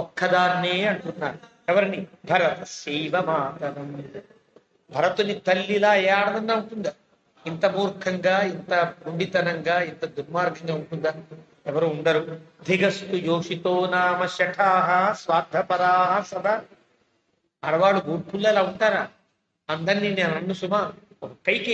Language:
Telugu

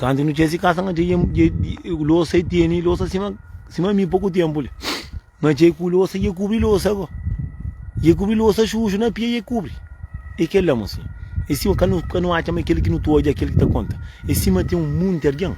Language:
Kabuverdianu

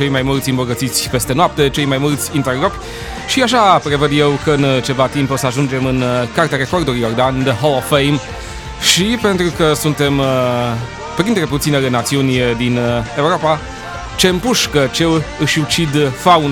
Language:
Romanian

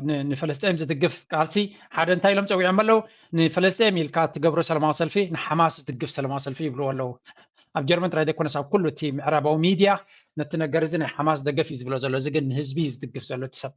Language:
Tigrinya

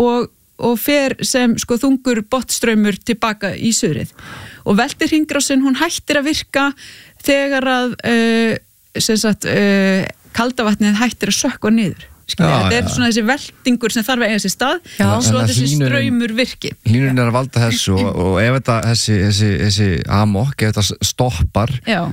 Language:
Icelandic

